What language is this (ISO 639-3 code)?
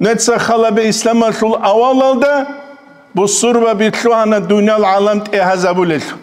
ava